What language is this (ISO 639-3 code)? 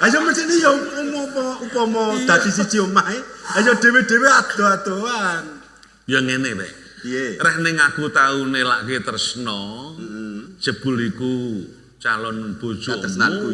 jav